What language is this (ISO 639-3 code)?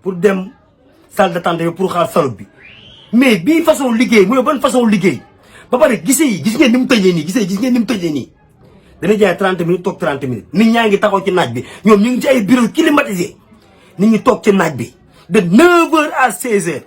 wol